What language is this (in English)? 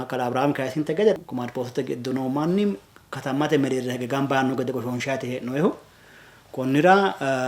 Sidamo